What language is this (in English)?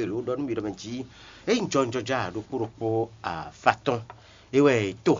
Fon